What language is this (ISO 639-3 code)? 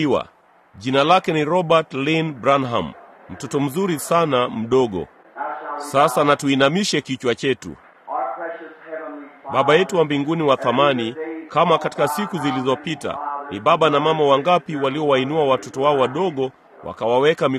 swa